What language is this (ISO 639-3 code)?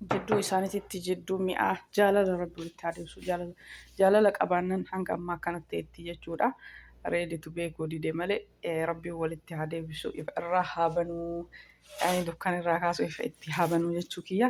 orm